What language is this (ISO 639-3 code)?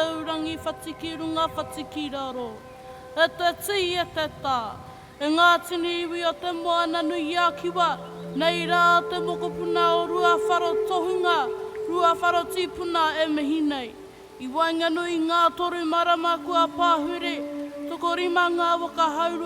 mri